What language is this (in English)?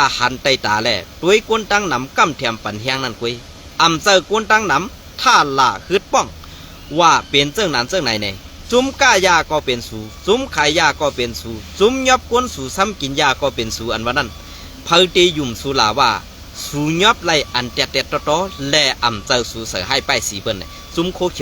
Shan